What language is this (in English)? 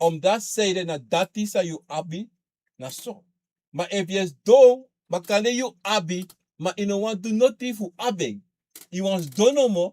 Sranan Tongo